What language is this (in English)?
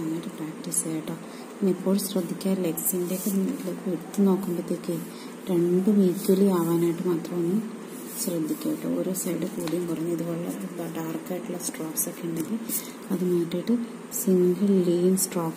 Malayalam